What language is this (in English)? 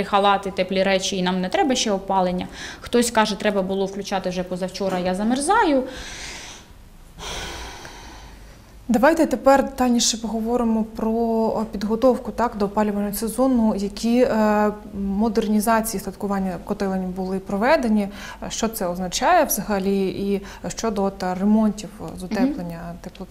Ukrainian